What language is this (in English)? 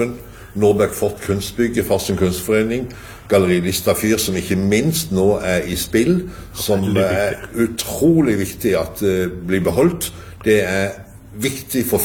Norwegian